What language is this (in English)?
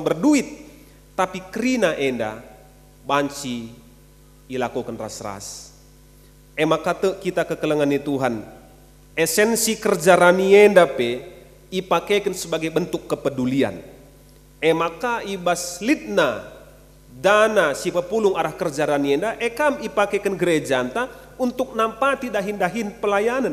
Batak Karo